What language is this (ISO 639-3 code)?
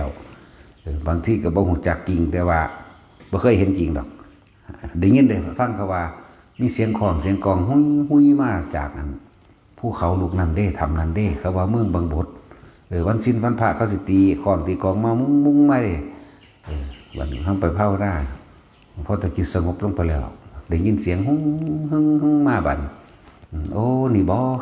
lao